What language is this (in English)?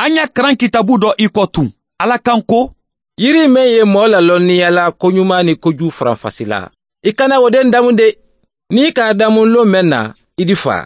Mandingo